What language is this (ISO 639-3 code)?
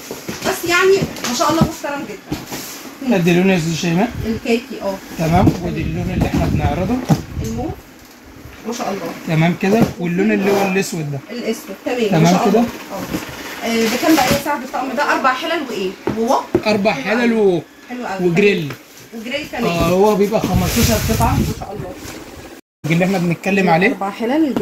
arz